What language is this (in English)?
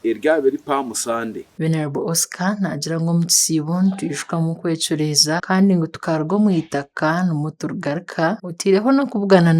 Nyankole